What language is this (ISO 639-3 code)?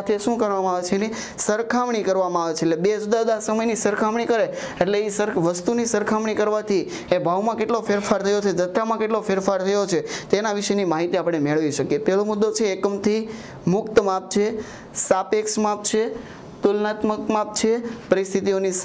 guj